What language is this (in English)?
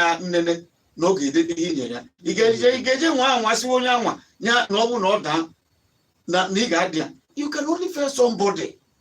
Igbo